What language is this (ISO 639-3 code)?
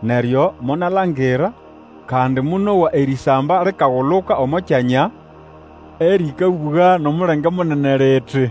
nnb